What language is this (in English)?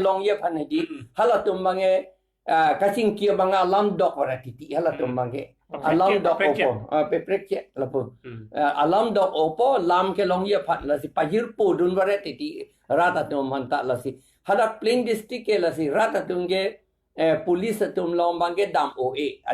Karbi